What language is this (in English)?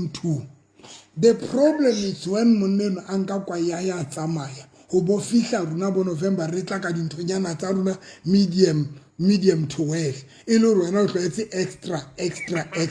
Southern Sotho